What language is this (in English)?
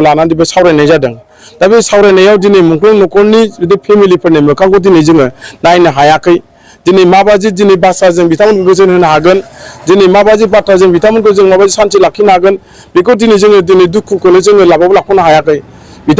Bodo